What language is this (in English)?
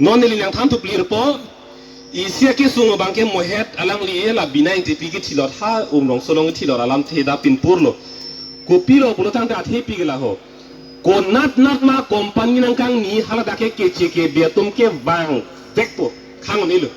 Karbi